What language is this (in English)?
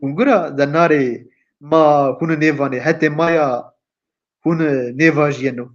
Zaza